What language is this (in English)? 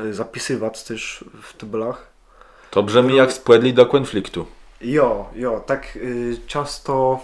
Kashubian